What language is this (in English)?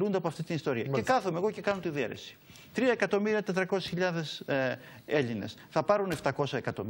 Greek